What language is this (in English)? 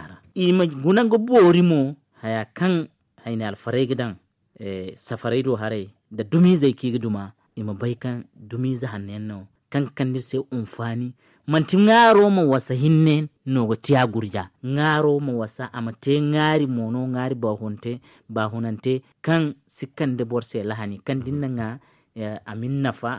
Zarma